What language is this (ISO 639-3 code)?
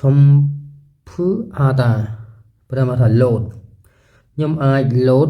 khm